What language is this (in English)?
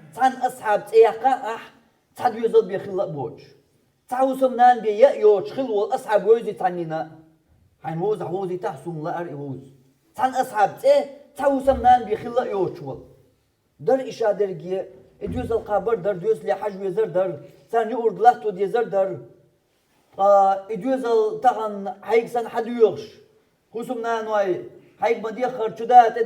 Chechen